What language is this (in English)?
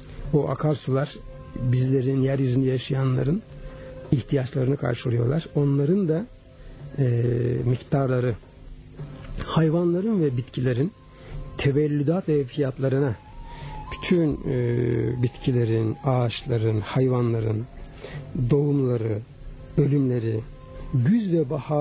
Turkish